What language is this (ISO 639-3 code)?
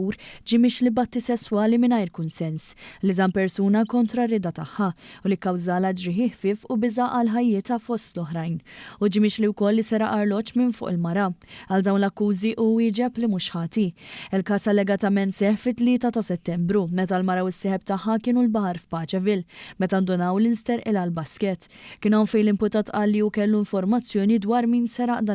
mlt